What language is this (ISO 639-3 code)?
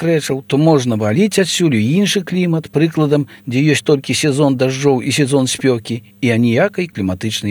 bel